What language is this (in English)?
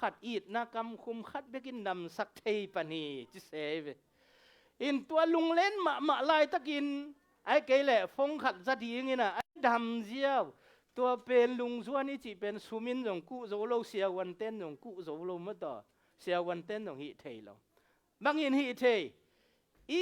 Tedim Chin